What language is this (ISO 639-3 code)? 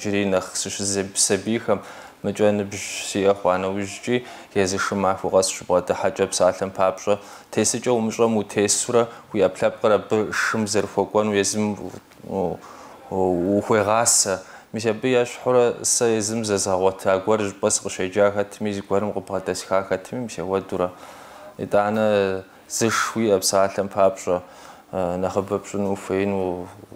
kbd